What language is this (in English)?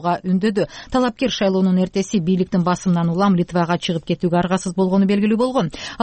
Kyrgyz